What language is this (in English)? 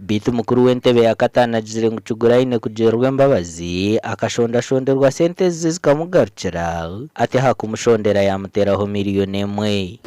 Nyankole